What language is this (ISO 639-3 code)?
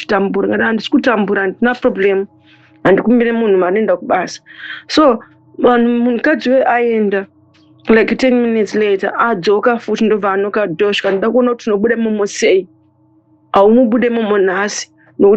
sna